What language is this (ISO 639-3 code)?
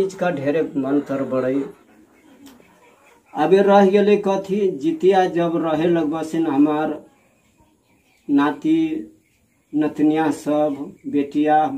bho